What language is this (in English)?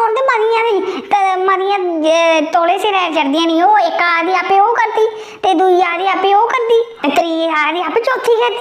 Dogri